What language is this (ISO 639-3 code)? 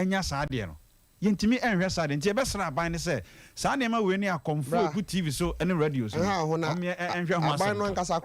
aka